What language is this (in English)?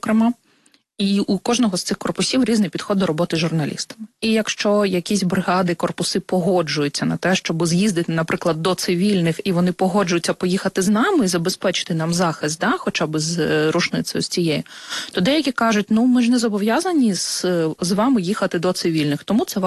Ukrainian